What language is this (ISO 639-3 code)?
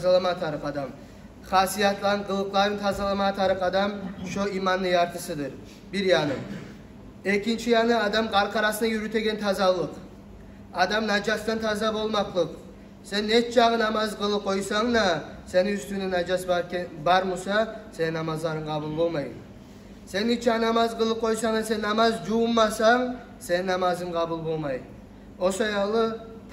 kum